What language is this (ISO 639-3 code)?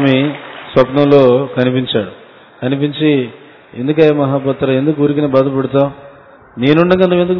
tel